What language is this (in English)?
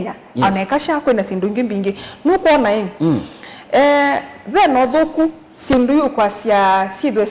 Kamba